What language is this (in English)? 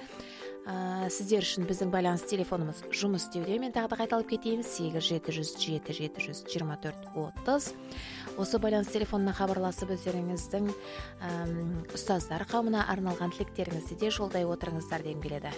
Kazakh